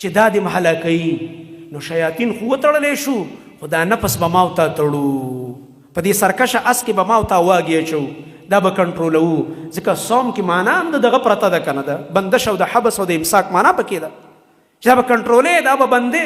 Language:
Pashto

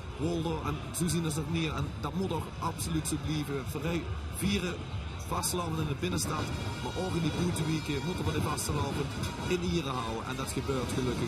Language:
Limburgish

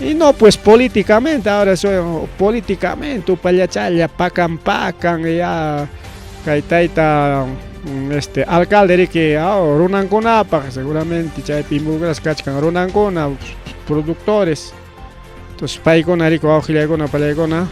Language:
Ayacucho Quechua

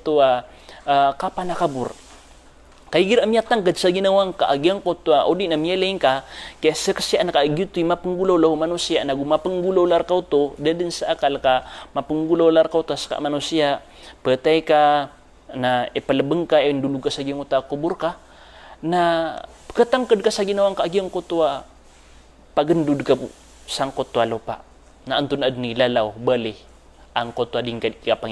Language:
Maranao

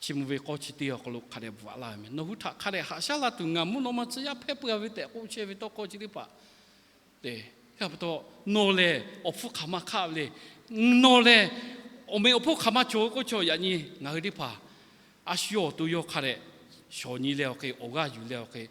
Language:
Lahu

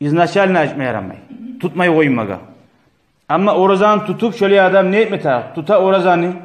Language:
Kumyk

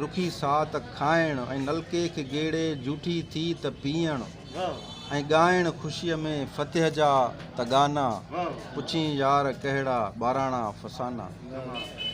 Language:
Sindhi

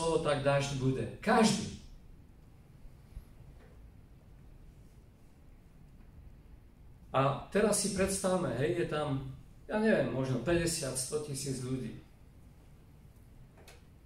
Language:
Slovak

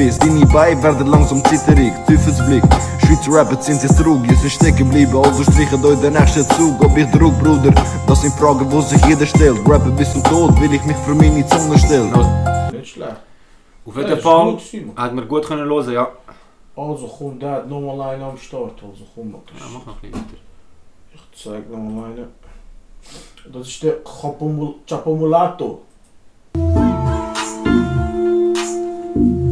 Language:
German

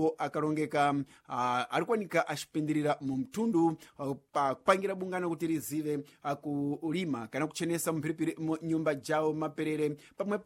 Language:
Sena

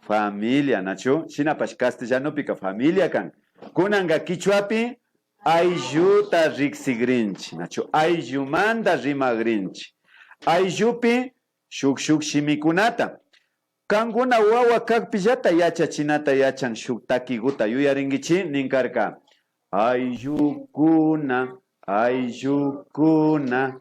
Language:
Imbabura Highland Quichua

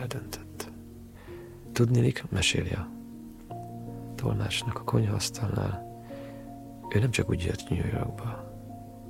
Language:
Hungarian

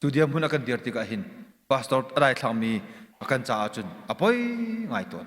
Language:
Hakha Chin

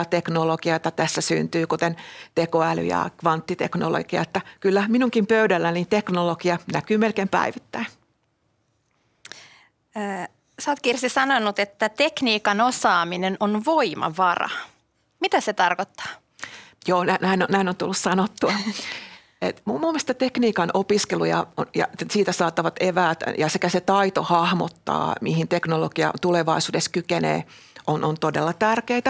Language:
Finnish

